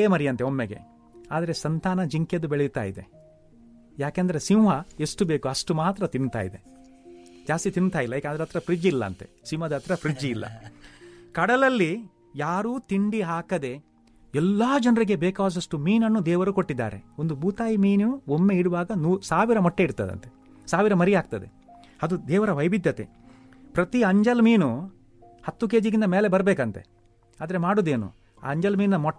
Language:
Kannada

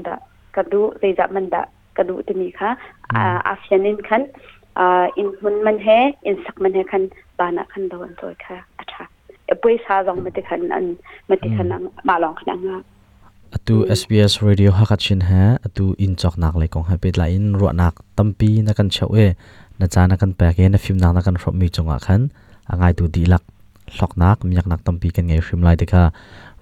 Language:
Hakha Chin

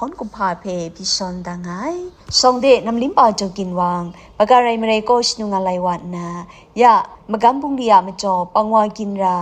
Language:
Kachin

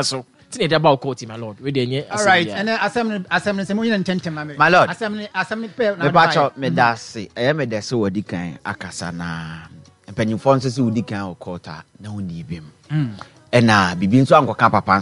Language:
Akan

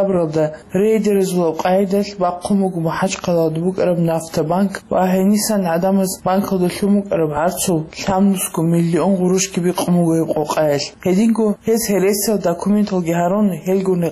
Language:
Avaric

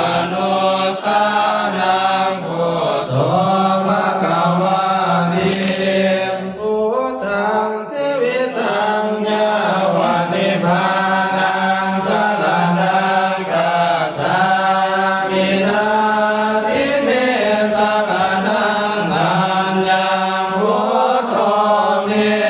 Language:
Pali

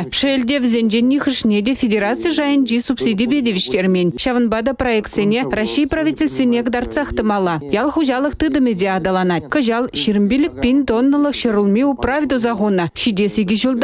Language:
Chuvash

